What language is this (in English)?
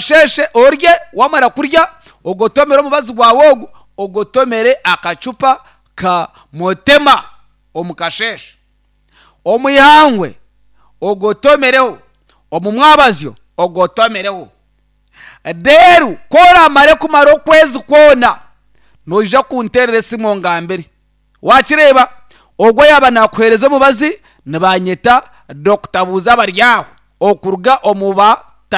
Nyankole